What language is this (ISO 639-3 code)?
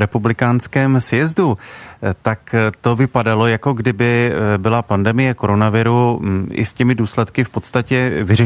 ces